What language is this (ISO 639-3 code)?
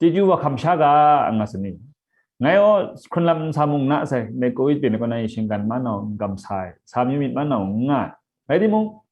kac